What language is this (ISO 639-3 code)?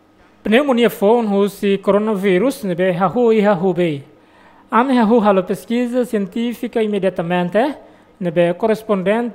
tet